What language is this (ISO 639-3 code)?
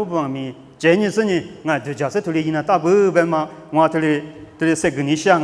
lis